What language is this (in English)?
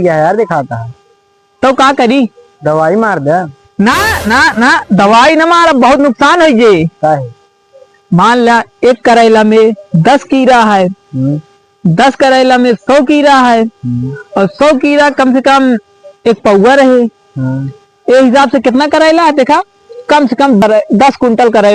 Awadhi